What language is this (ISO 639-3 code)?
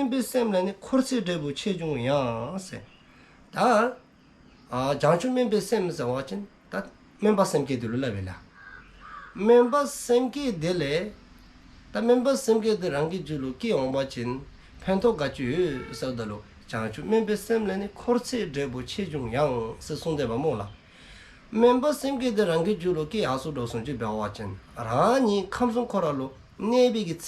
dzo